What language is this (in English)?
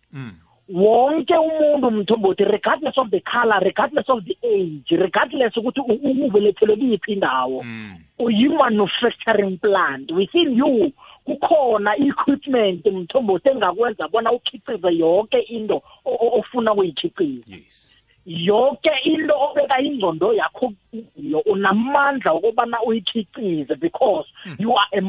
South Ndebele